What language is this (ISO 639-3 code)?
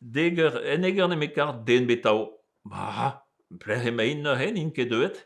bre